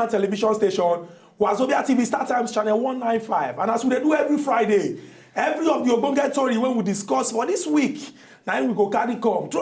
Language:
Nigerian Pidgin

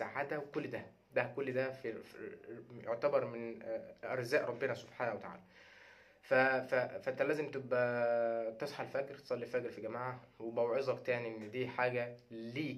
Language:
Egyptian Arabic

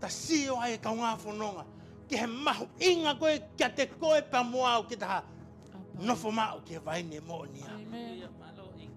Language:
Tongan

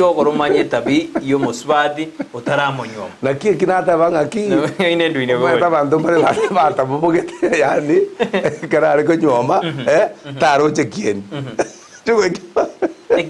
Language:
Gusii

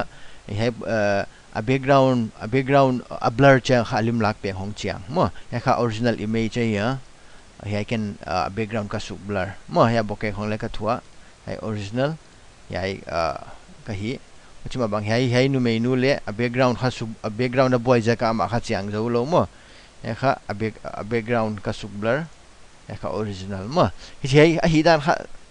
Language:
Paite Chin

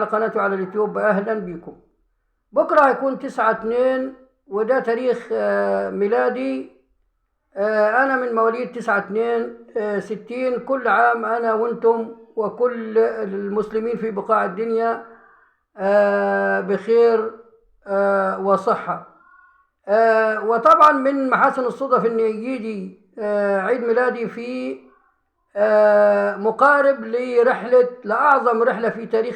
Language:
Egyptian Arabic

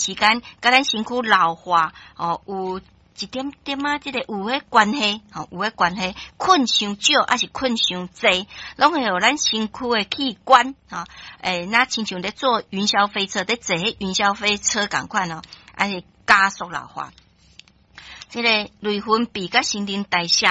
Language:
Min Nan Chinese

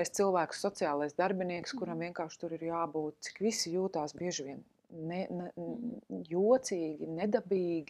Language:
Latvian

